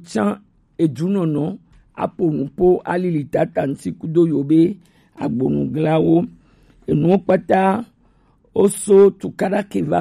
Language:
Gen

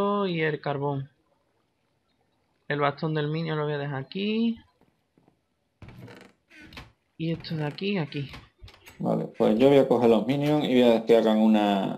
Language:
Spanish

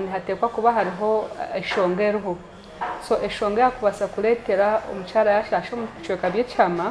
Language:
Nyankole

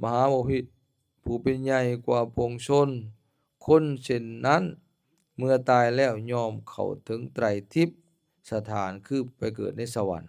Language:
Lao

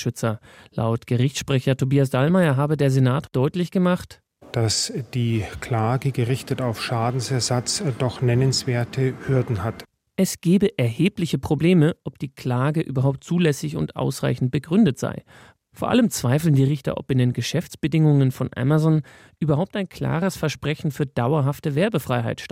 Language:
German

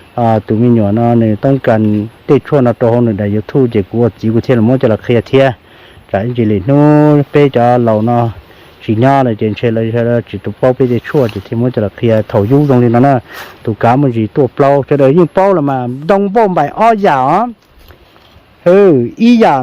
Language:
Hmong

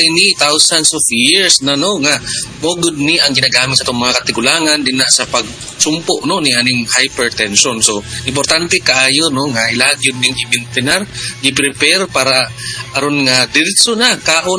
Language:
Cebuano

